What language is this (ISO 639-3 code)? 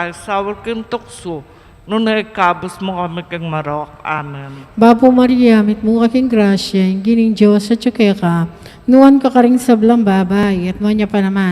pam